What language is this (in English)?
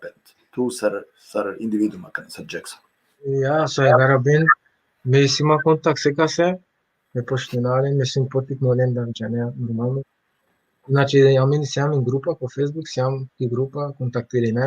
Balkan Romani